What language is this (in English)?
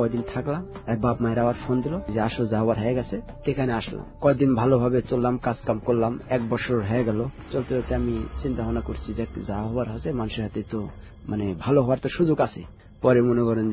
Bangla